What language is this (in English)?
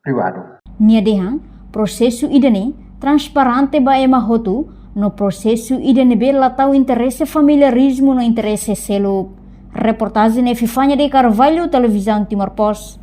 Tetum